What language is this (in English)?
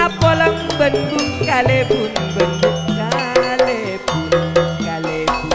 Madurese